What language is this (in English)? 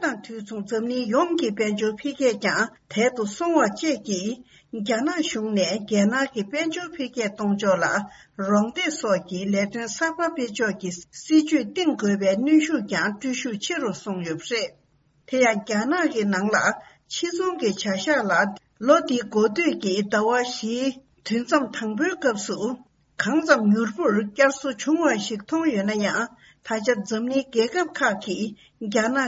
Tibetan